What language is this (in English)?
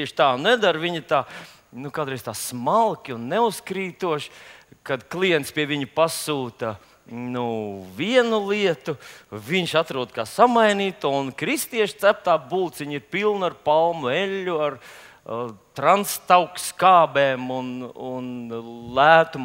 Latvian